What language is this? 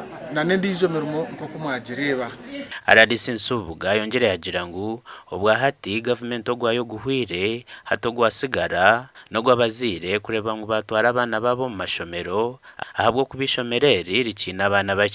Nyankole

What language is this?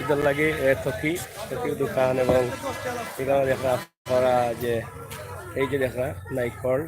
Sylheti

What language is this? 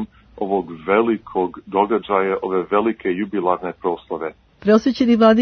Serbian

